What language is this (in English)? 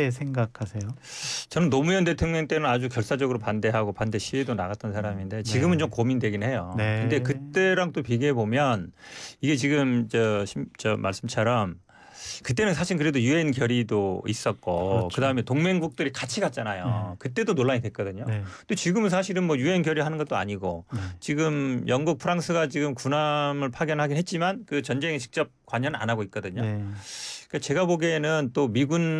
Korean